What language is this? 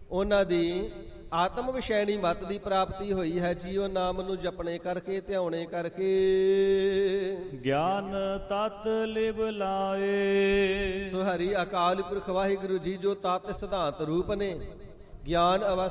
Punjabi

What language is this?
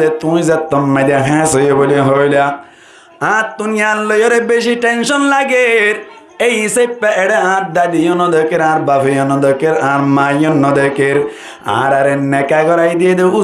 Rohingya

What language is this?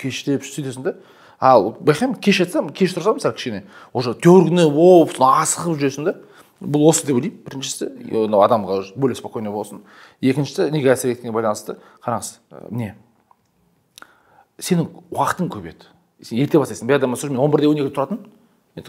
Kazakh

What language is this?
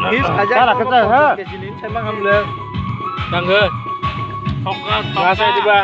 Kok Borok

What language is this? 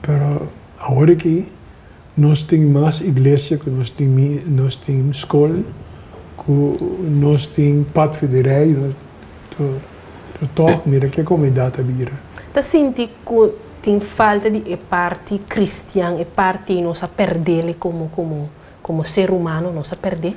Papiamento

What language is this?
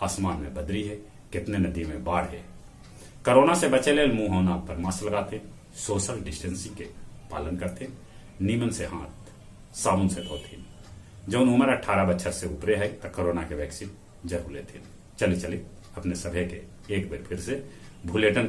Magahi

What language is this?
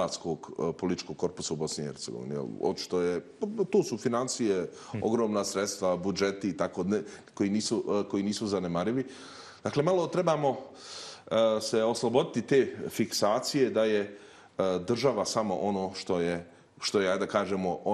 Bosnian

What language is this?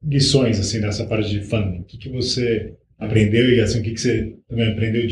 Portuguese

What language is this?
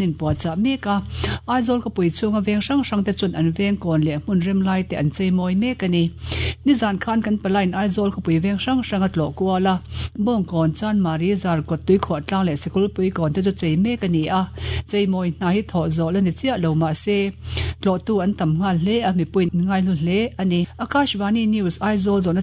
Mizo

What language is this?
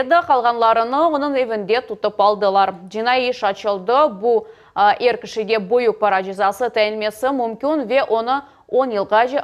Crimean Tatar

